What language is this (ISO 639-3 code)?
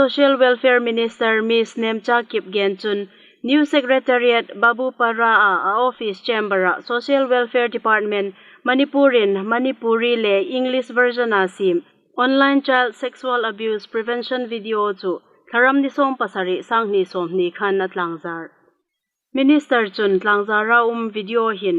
hmr